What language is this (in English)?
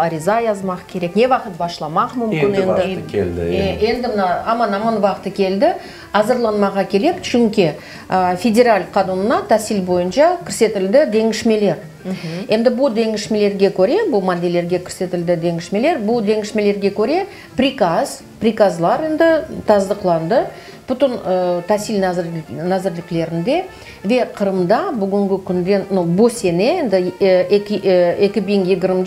Crimean Tatar